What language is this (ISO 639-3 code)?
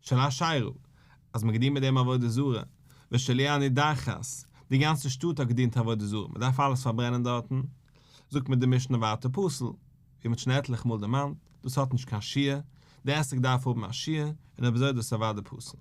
yid